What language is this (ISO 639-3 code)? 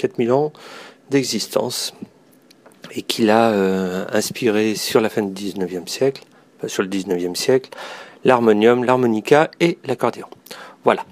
fra